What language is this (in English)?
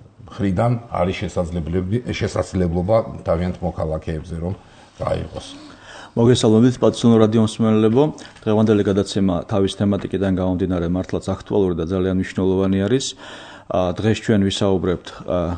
Georgian